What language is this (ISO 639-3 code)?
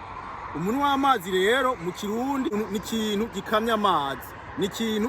run